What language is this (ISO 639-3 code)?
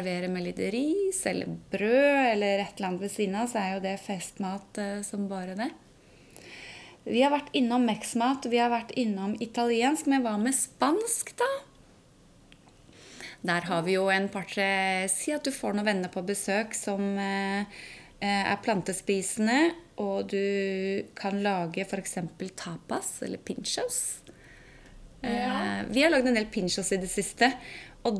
nor